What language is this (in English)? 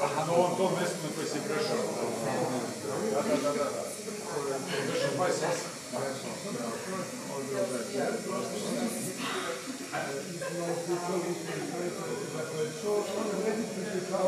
Croatian